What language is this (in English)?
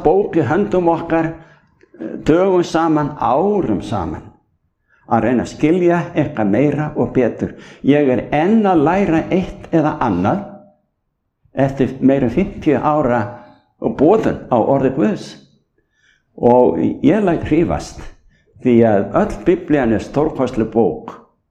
Icelandic